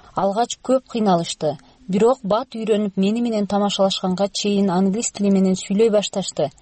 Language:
Kyrgyz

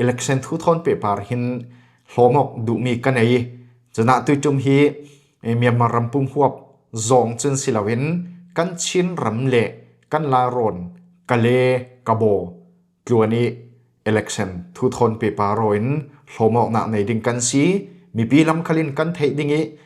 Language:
Falam Chin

